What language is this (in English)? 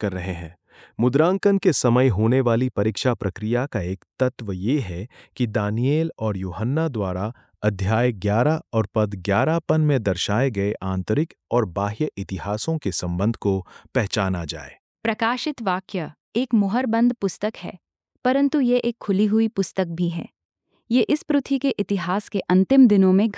Hindi